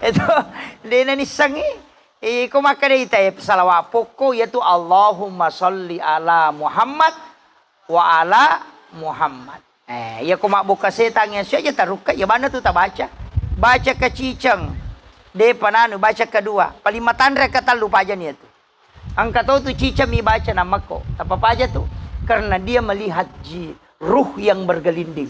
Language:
Buginese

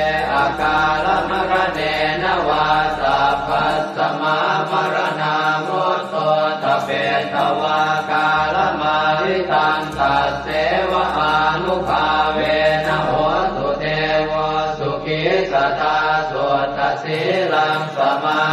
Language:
Pali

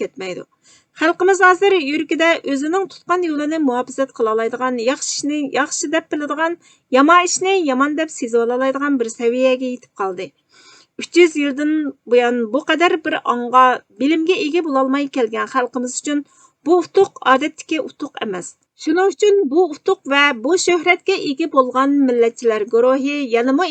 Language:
Uyghur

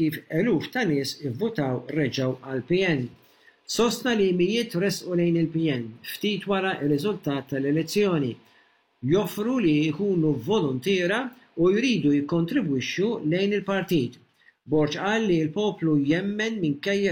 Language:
Maltese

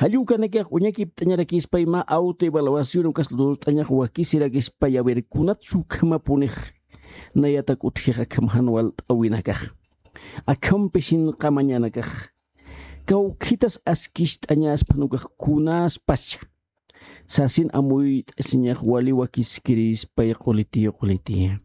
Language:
Aymara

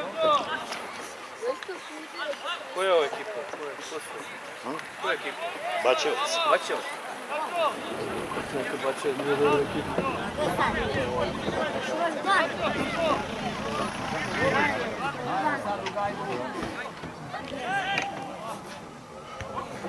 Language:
Serbian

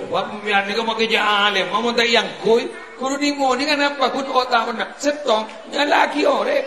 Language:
Madurese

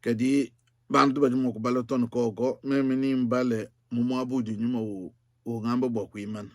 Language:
Luba-Lulua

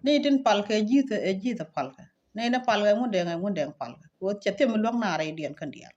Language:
Nuer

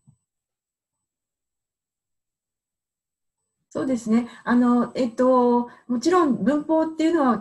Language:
Japanese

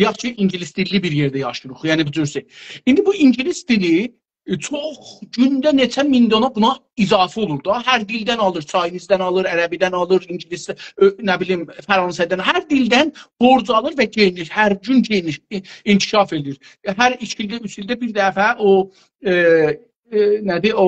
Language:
South Azerbaijani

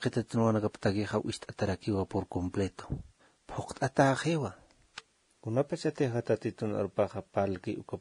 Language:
Aymara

